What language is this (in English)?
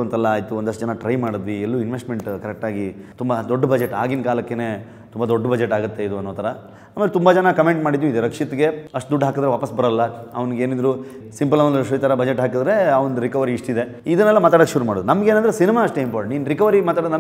Kannada